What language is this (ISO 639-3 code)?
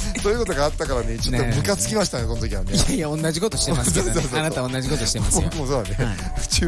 jpn